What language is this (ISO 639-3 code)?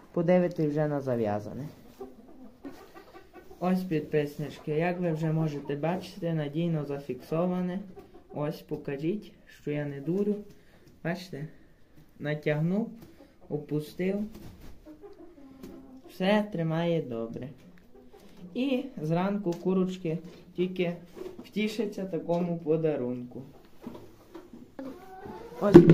ukr